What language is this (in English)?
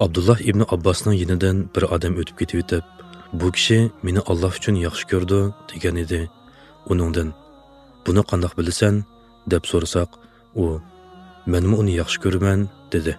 Uyghur